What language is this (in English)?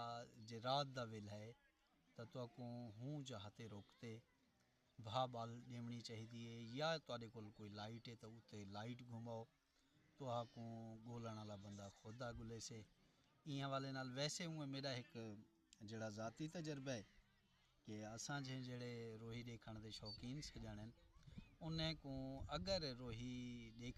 Saraiki